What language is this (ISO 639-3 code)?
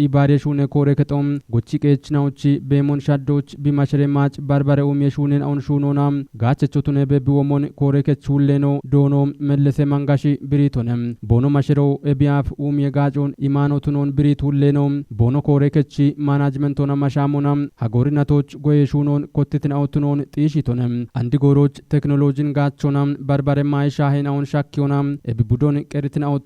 kbr